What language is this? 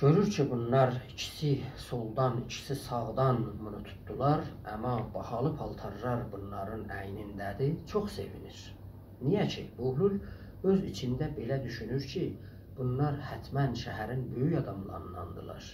South Azerbaijani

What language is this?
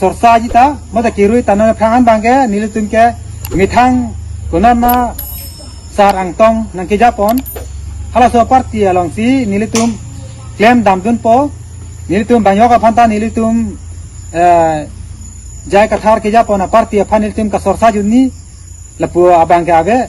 Karbi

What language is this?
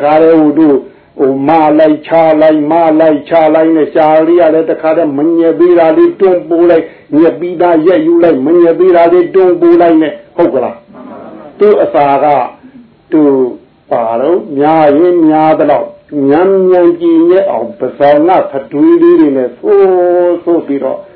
Burmese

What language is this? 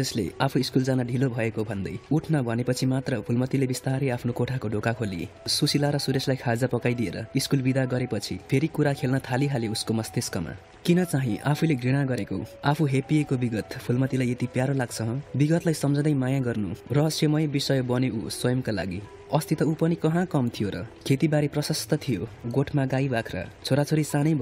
Nepali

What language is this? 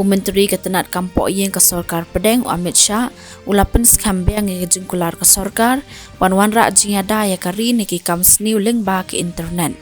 Khasi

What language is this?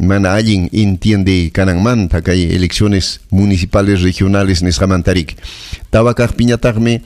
Ayacucho Quechua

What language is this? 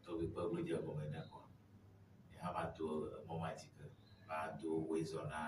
Ewe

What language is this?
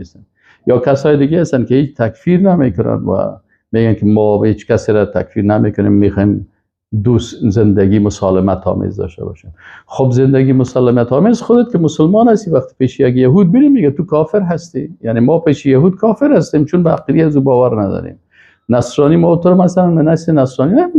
Persian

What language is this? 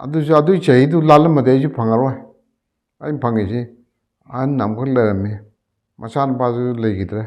Manipuri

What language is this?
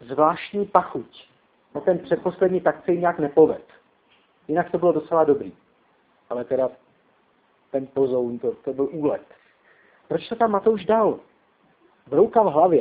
Czech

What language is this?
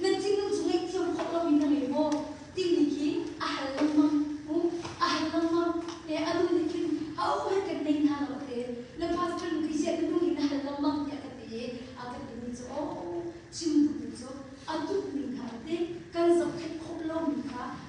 Hakha Chin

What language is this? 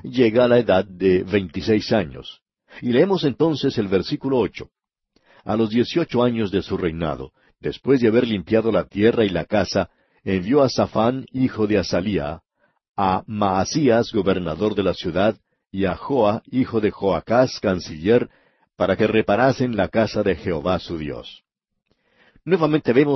Spanish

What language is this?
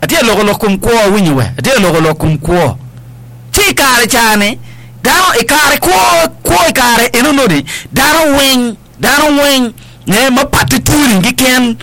Acoli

